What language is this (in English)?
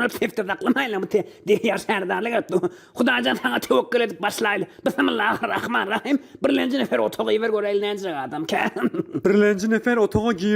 Turkmen